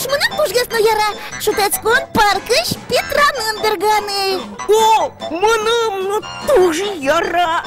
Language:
Udmurt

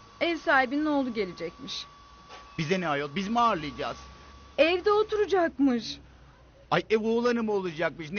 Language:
Turkish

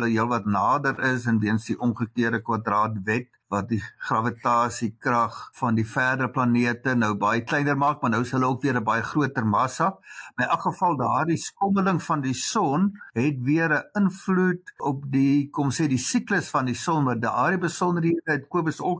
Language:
Afrikaans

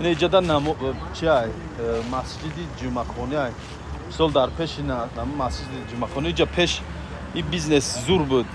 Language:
Tajik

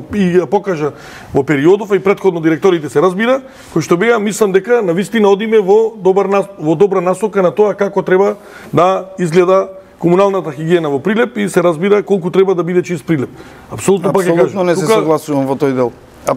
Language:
Macedonian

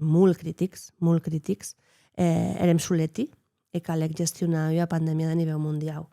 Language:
Occitan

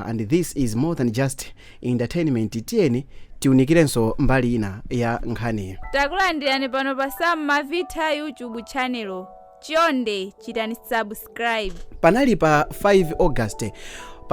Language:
Nyanja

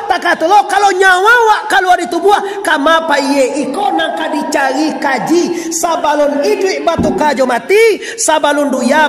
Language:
Minangkabau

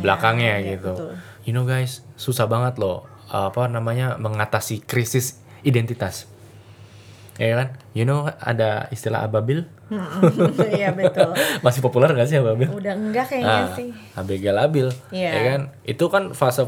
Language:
Indonesian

